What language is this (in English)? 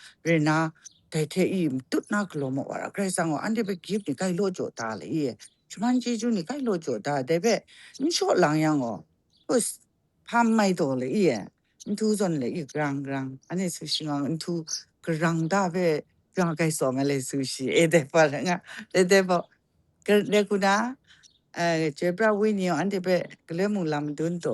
Kachin